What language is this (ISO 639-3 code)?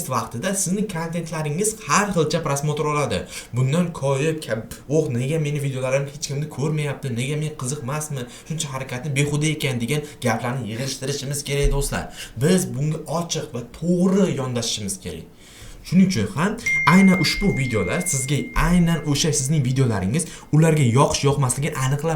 uzb